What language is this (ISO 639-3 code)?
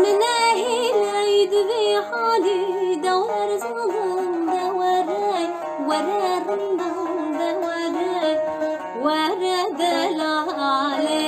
kur